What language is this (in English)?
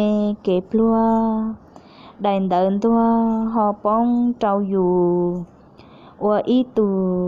Hmong